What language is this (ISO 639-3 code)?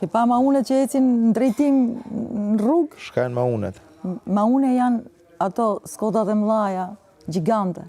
sqi